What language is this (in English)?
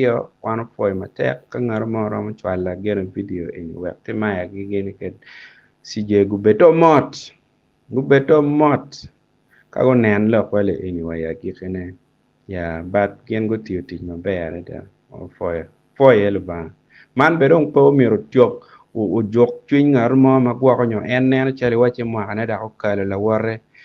Acoli